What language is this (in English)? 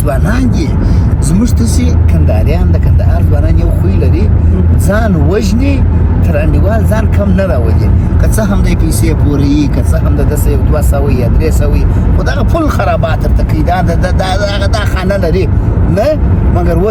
Pashto